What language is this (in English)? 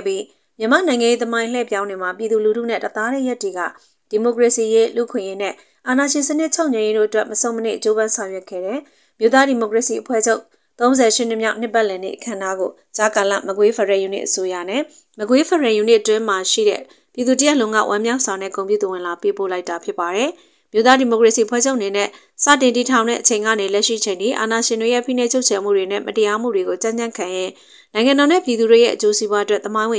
Burmese